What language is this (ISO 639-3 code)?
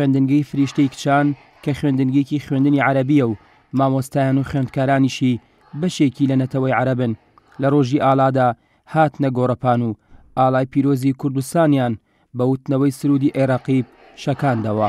ckb